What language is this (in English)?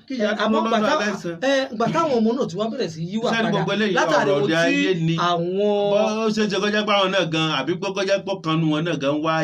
Yoruba